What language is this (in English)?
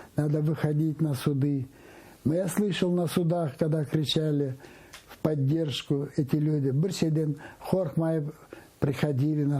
Crimean Tatar